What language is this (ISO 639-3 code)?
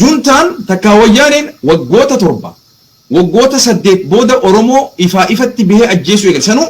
orm